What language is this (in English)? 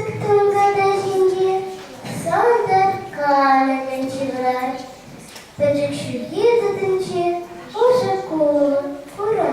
Chuvash